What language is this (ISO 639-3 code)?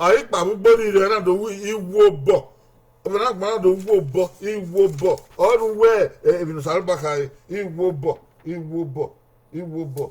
bin